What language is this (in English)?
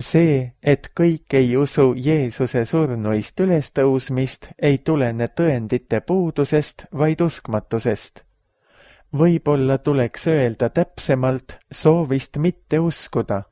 Estonian